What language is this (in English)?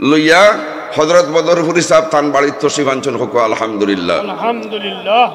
Sylheti